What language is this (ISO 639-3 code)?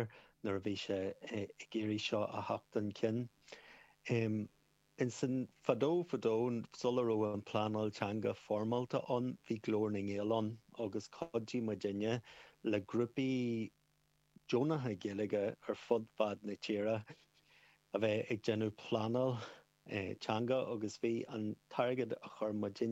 gle